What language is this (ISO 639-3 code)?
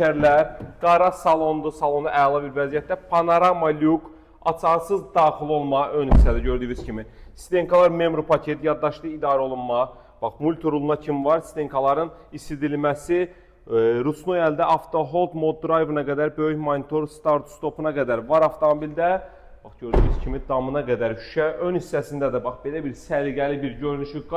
aze